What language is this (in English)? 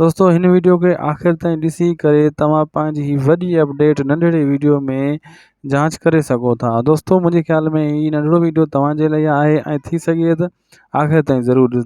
Sindhi